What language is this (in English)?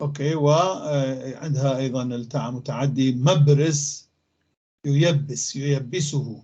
North Levantine Arabic